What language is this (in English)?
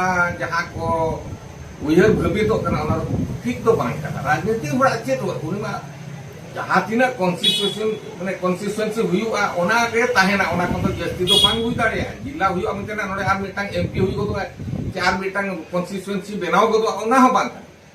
Santali